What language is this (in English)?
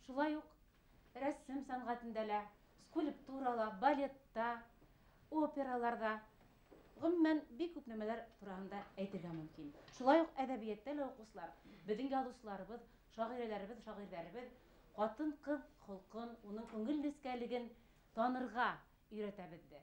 Bashkir